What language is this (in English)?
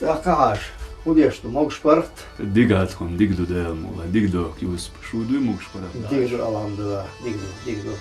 Chechen